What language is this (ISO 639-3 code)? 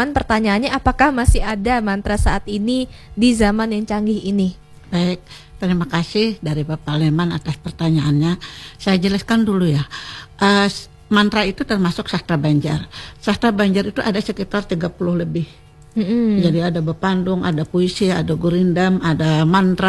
ind